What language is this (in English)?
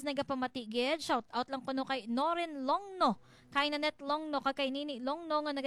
Hiligaynon